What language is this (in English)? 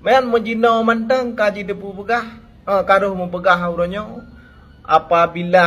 Achinese